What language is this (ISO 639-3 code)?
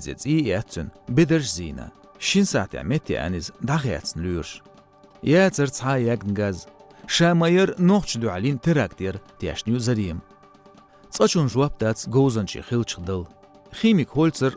che